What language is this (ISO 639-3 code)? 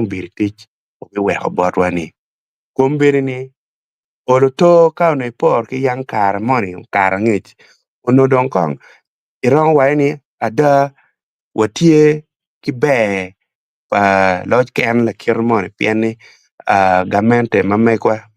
ach